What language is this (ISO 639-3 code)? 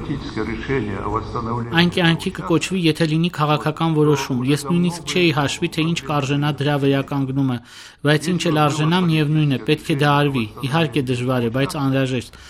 hye